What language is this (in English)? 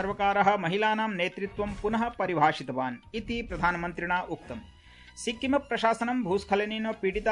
Sanskrit